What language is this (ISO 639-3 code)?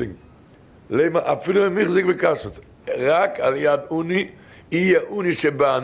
yid